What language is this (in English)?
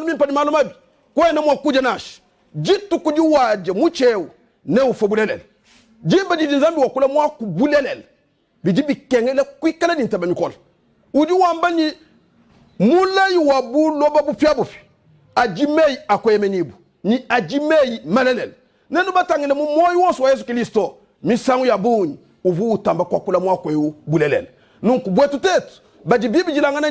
Luba-Lulua